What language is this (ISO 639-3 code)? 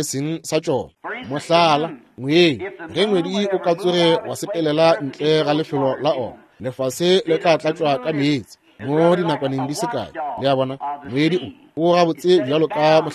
nso